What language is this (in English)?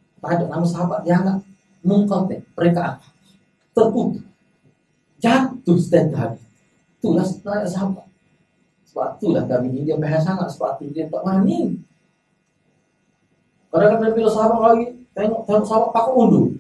Malay